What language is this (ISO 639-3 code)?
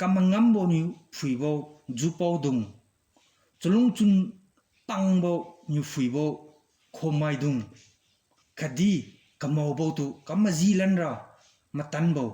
njn